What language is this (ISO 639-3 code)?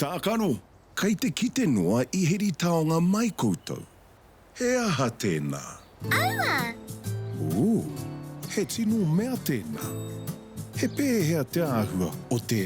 mri